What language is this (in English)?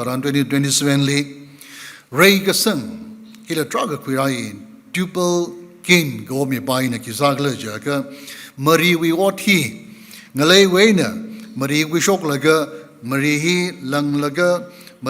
Tangkhul Naga (India)